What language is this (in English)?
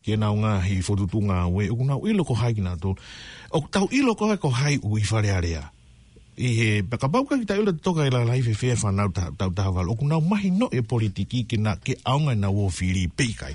Tongan